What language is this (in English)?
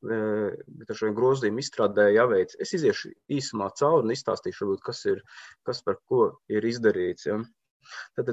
Latvian